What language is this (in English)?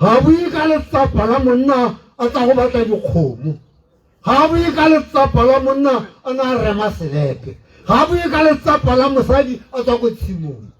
Tswana